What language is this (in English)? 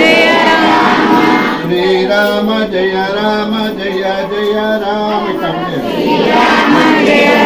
Telugu